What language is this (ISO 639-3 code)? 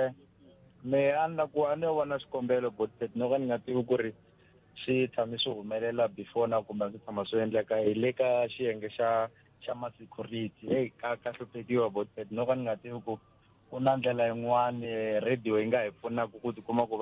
tso